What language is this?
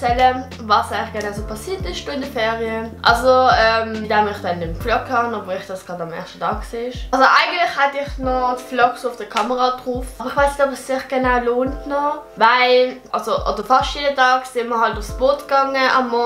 Swiss German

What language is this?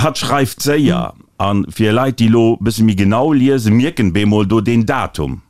Luxembourgish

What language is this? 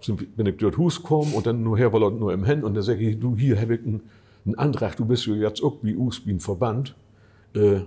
Low German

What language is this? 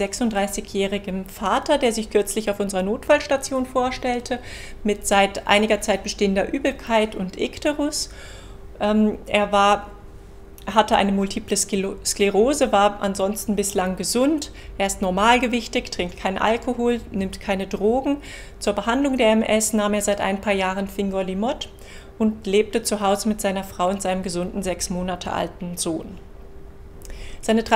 German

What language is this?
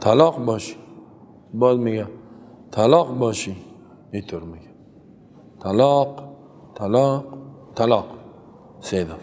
Persian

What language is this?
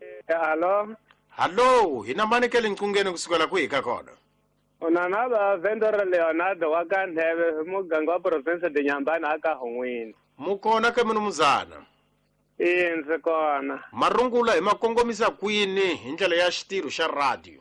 Tsonga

